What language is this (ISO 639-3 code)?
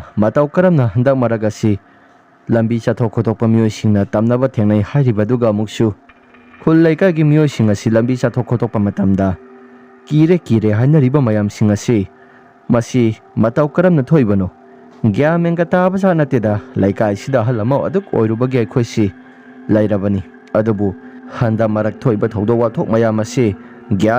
mni